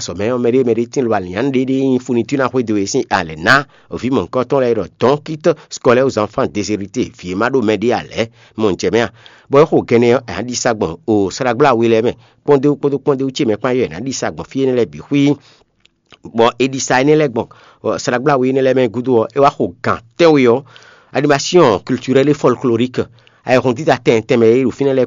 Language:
Fon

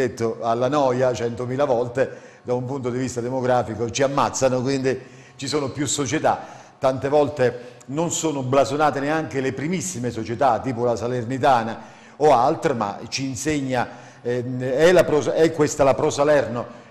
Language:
Italian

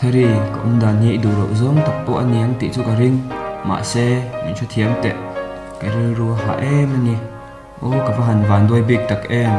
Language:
Mizo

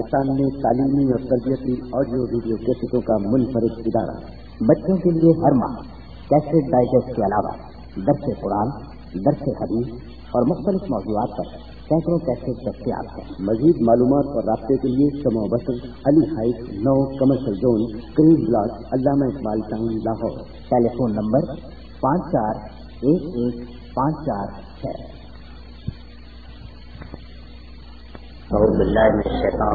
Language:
Urdu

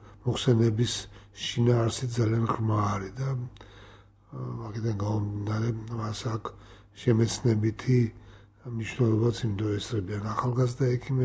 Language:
Georgian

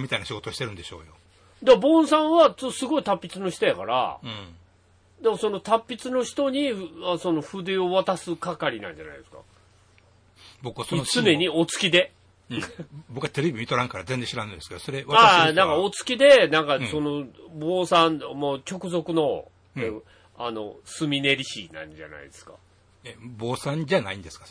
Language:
Japanese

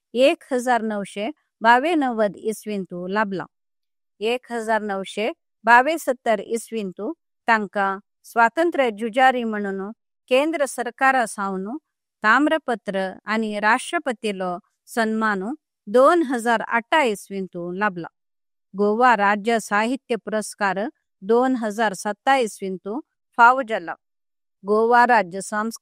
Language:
Konkani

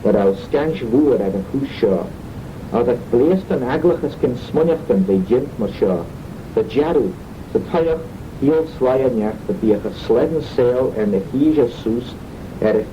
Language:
Manx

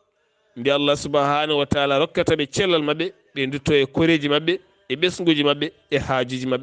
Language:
Fula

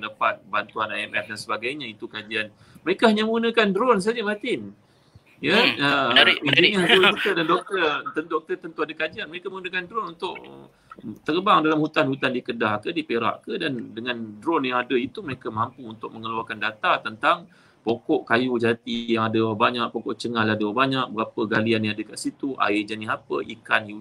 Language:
Malay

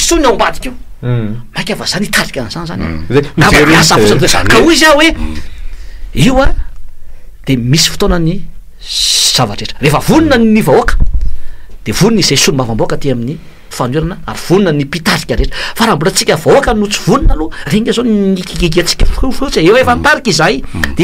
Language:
Malagasy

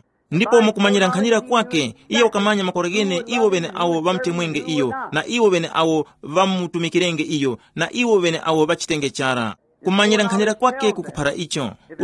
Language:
Tumbuka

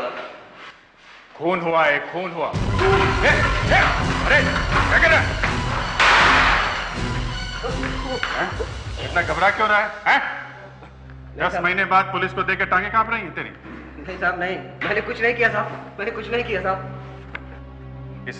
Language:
Hindi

